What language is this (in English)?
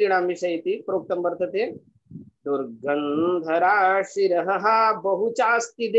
Sanskrit